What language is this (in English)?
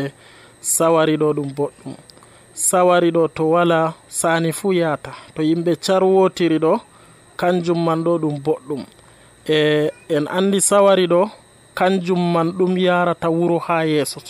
Nigerian Fulfulde